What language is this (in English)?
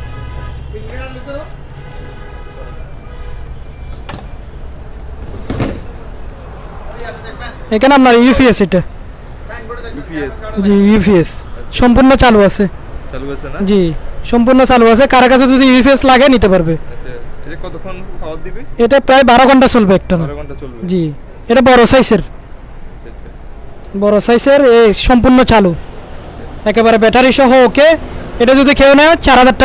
Bangla